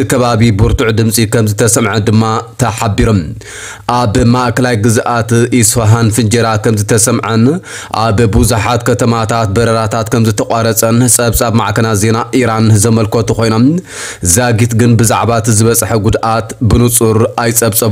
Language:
Tigrinya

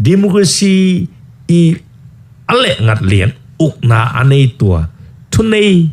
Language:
Tedim Chin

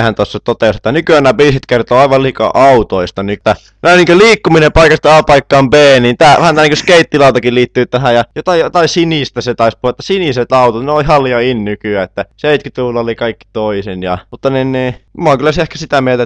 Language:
Finnish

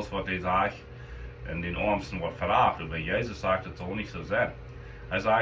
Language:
Plautdietsch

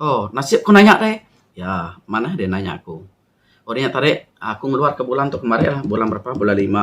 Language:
Iban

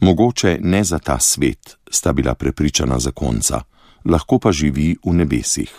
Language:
Slovenian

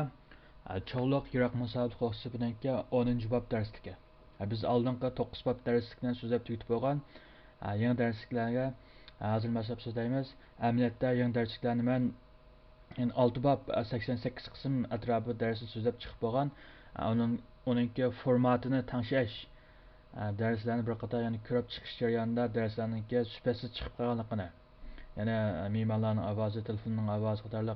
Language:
Uyghur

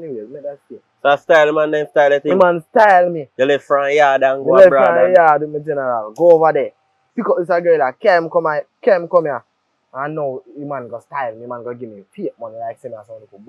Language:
Jamaican Creole English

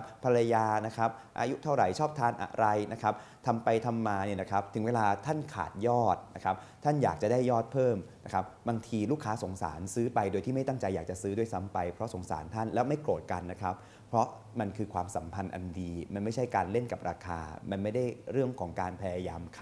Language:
Thai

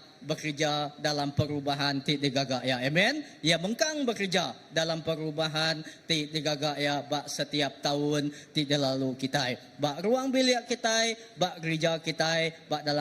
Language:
Iban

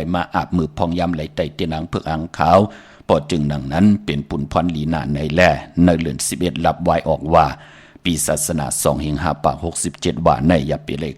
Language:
Shan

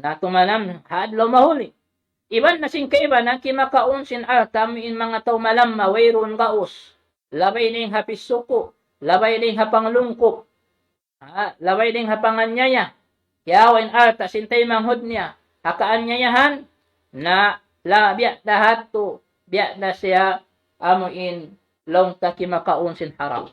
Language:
Tausug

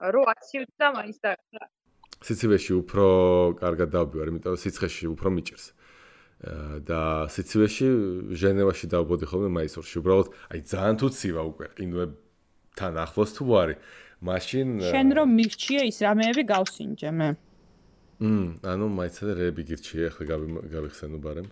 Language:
Georgian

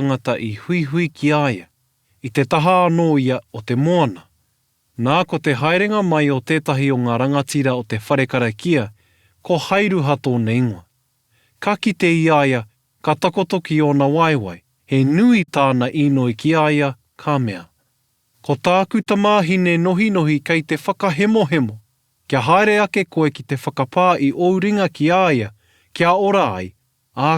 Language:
Māori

